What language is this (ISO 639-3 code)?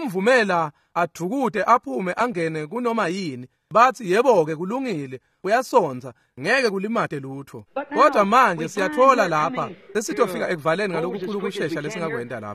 ssw